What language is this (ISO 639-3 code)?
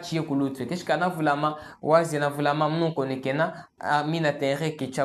cjk